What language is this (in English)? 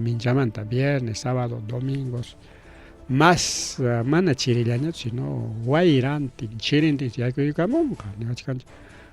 Ayacucho Quechua